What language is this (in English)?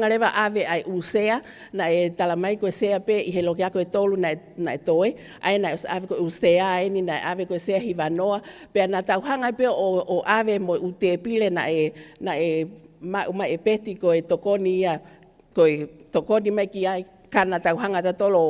Tongan